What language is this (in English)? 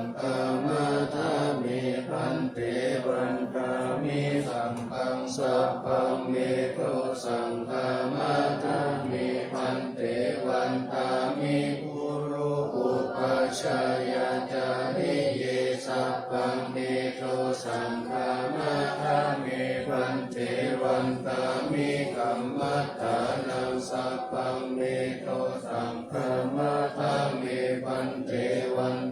Pali